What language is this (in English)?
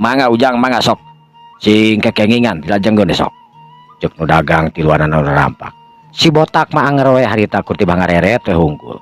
Sundanese